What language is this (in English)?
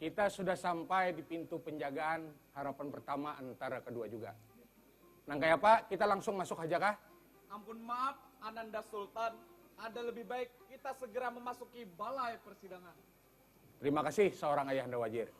Banjar